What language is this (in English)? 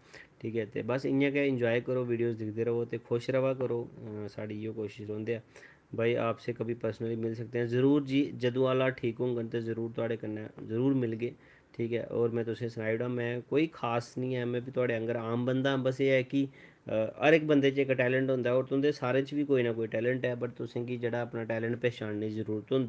Dogri